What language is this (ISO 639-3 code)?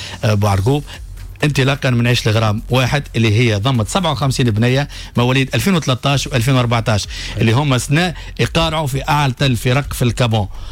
aeb